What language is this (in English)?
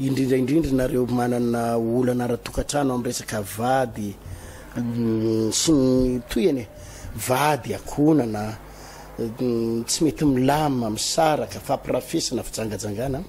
Malagasy